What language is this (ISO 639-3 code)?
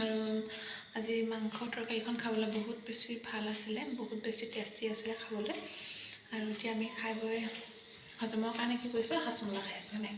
asm